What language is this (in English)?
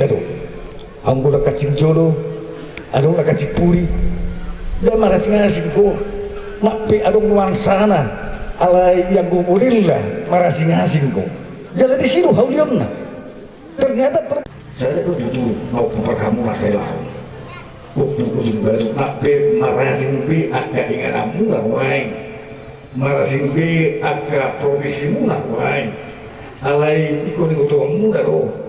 Batak Toba